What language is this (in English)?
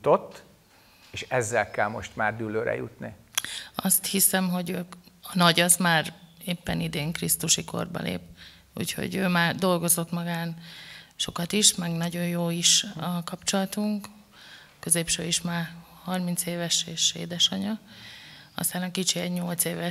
Hungarian